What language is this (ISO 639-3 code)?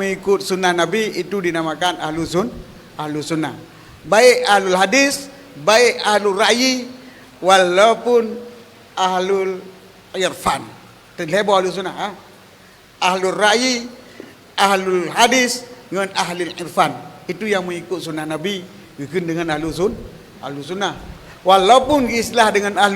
ace